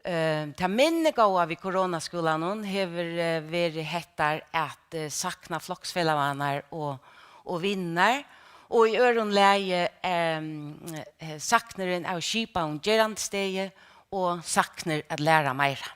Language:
Faroese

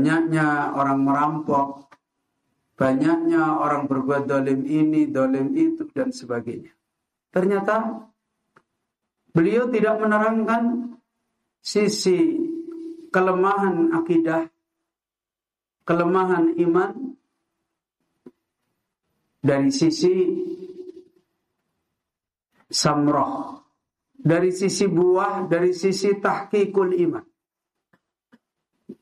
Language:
Indonesian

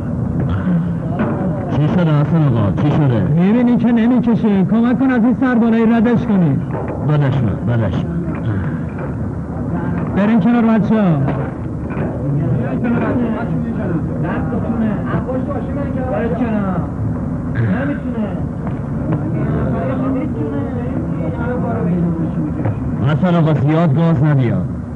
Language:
Persian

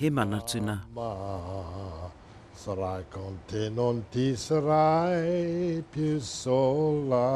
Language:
Māori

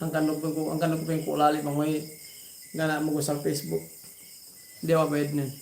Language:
Yakan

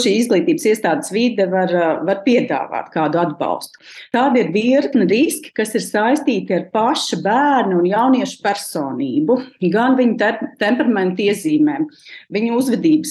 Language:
Latvian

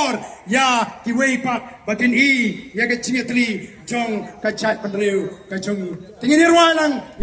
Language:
Khasi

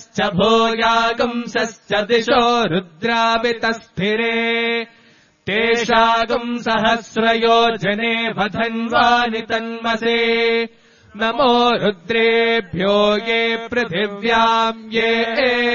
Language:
Sanskrit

